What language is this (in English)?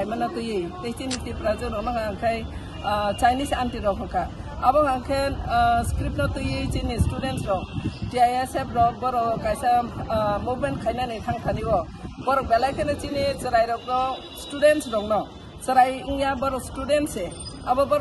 Kok Borok